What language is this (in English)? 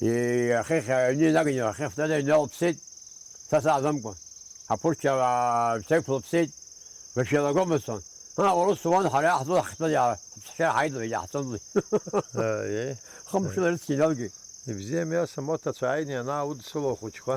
Abkhazian